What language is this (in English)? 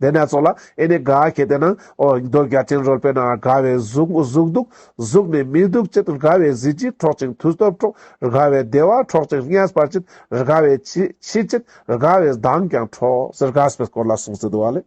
Ladakhi